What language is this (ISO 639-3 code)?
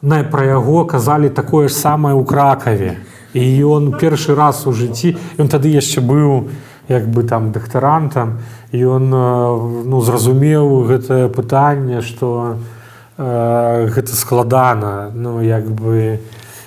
bel